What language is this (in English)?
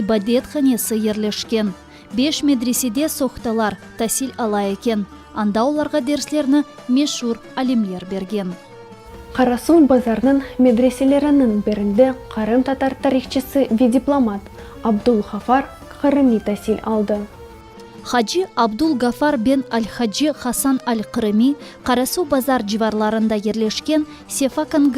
Crimean Tatar